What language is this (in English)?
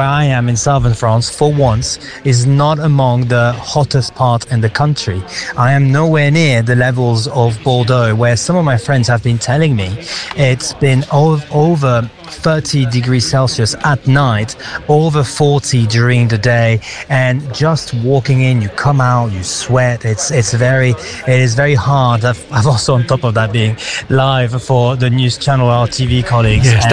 English